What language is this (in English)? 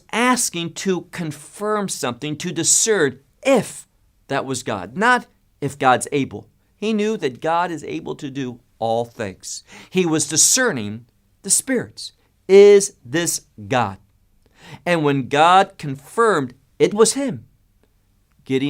English